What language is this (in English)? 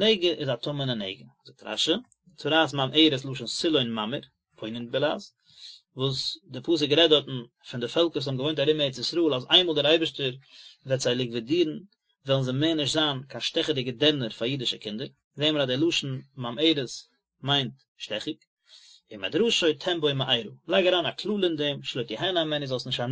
Yiddish